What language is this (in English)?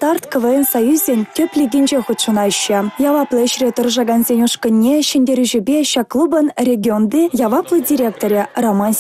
Chuvash